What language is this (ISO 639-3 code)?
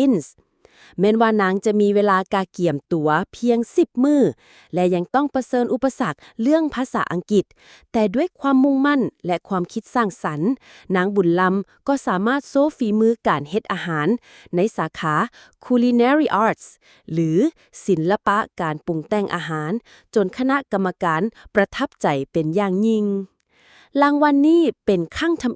lao